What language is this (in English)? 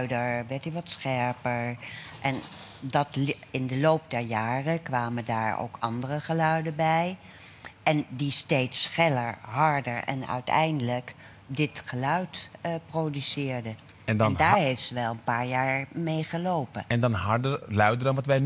Dutch